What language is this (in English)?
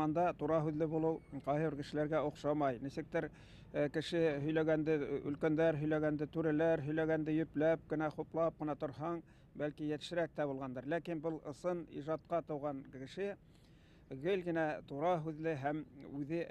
Bashkir